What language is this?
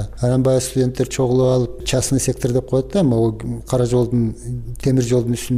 Kyrgyz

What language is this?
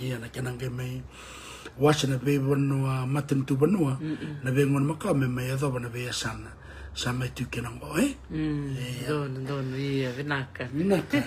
Fijian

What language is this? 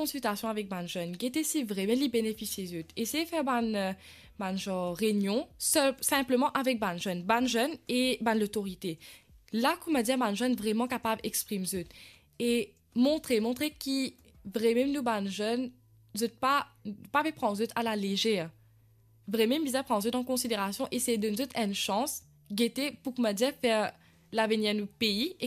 Morisyen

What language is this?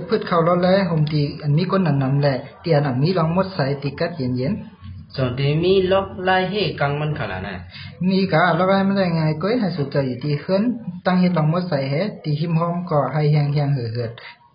Shan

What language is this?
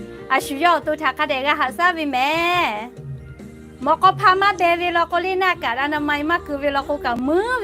Lahu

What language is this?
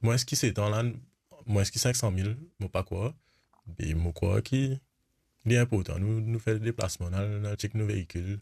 Morisyen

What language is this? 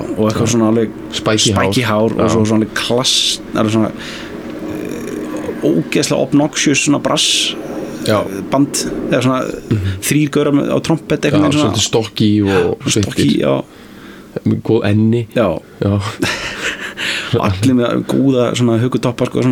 Icelandic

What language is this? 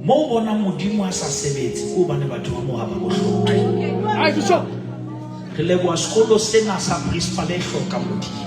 Southern Sotho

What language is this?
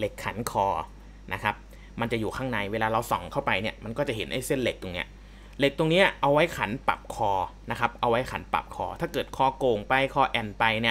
Thai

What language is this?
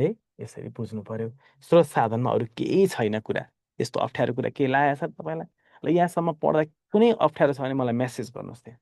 Nepali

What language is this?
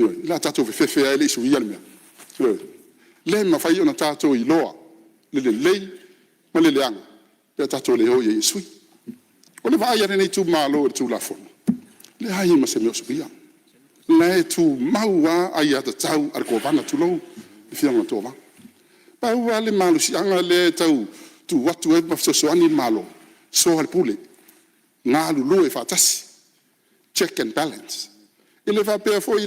Samoan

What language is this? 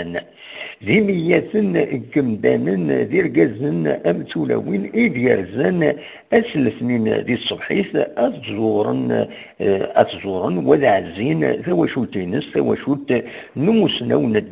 Kabyle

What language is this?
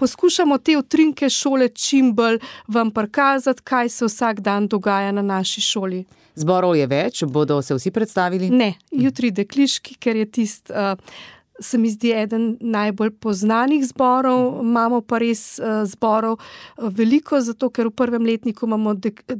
Slovenian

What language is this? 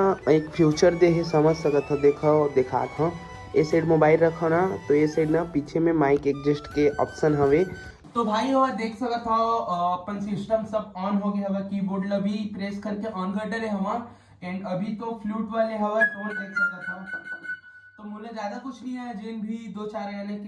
Chhattisgarhi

